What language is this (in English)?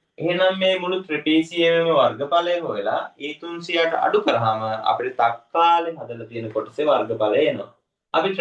Sinhala